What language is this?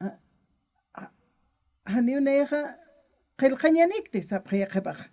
Aymara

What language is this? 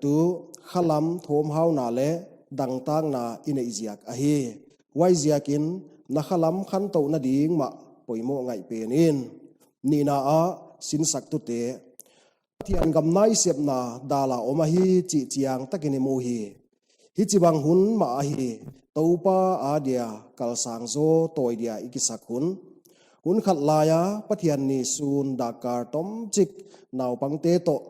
Paite Chin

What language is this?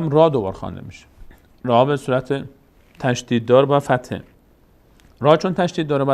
Persian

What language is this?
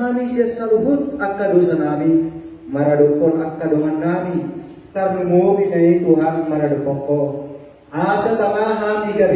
Batak Toba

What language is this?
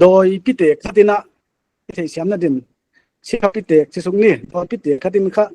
Paite Chin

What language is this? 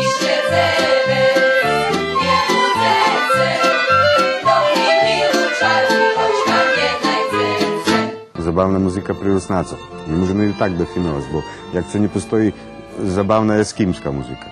Rusyn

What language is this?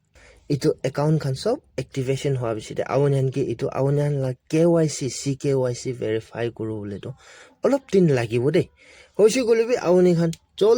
Naga Pidgin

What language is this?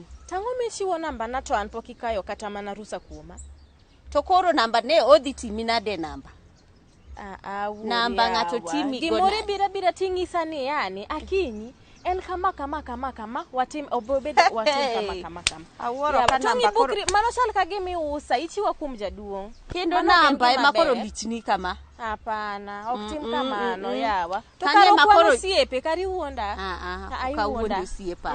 Luo (Kenya and Tanzania)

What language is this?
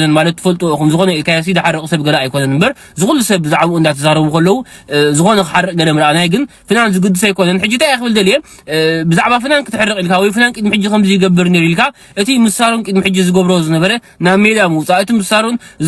Tigrinya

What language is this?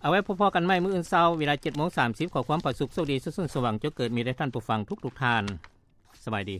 Lao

